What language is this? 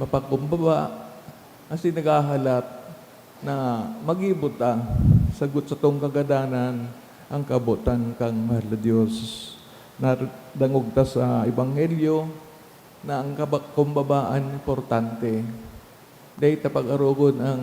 Bikol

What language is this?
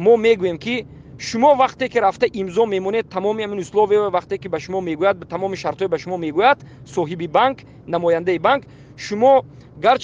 Tajik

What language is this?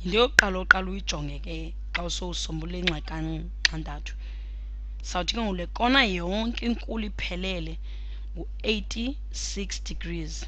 Xhosa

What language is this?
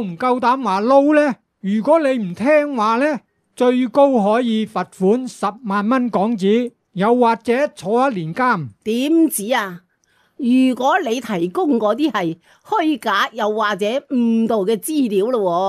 Cantonese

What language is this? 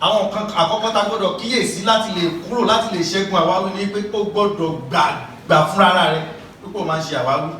Yoruba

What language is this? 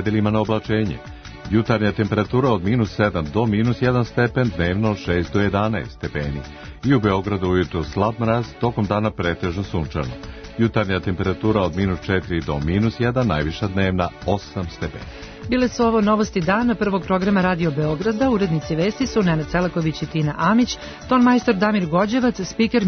Serbian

